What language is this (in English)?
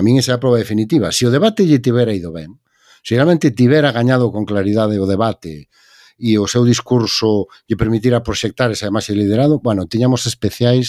Galician